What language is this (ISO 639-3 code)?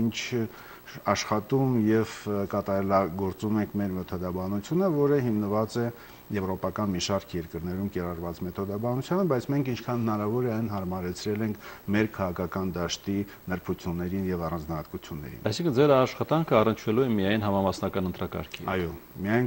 hye